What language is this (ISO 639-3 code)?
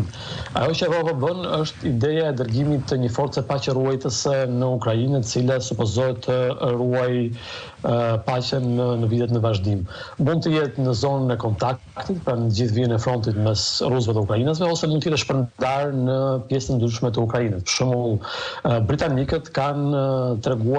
sqi